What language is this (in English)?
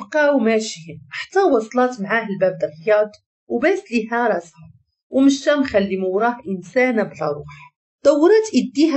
Moroccan Arabic